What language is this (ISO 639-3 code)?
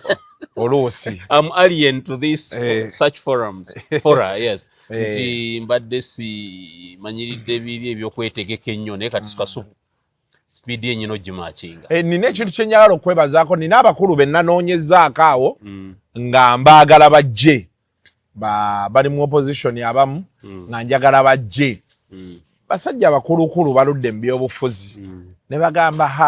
lug